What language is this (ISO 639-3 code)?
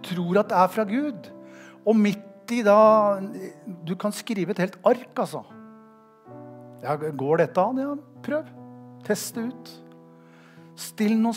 nor